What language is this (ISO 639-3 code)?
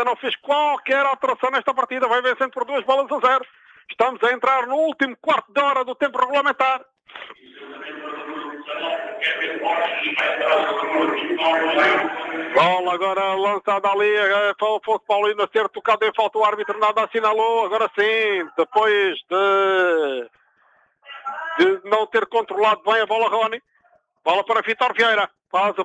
por